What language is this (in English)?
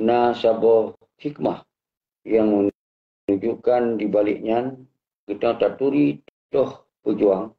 Achinese